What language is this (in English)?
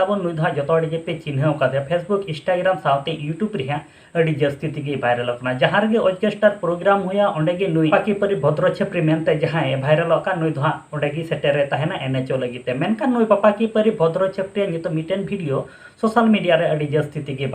Santali